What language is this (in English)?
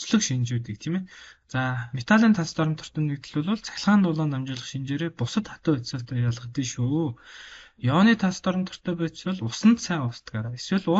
Mongolian